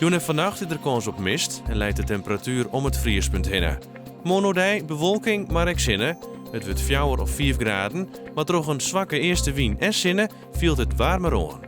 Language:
Western Frisian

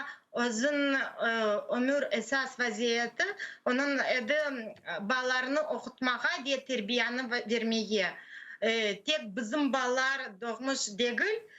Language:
Crimean Tatar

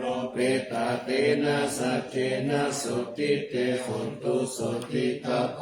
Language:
Pali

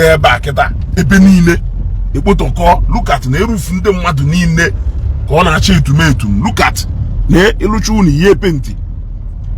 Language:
Igbo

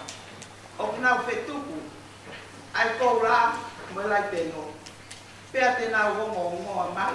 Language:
Tongan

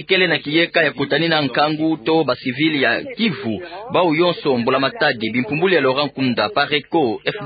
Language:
Kituba (Democratic Republic of Congo)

